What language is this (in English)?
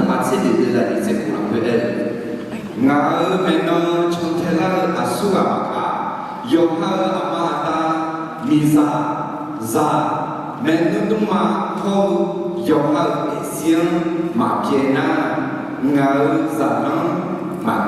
Akha